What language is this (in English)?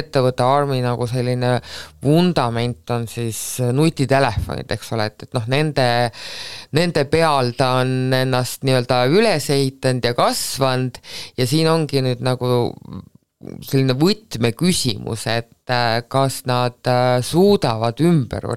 Estonian